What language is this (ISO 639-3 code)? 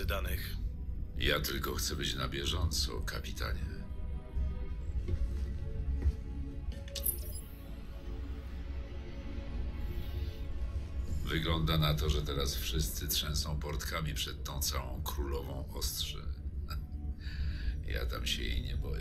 pol